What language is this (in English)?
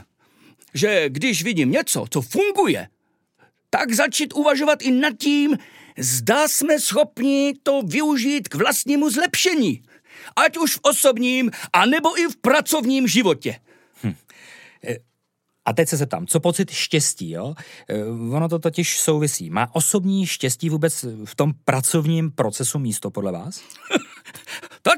Czech